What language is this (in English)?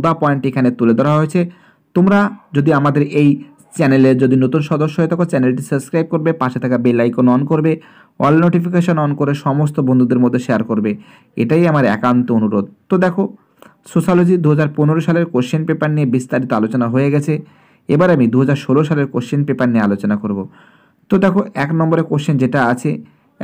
Bangla